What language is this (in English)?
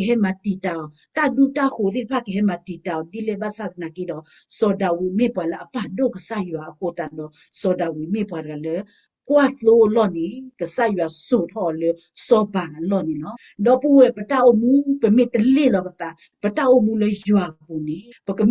S'gaw Karen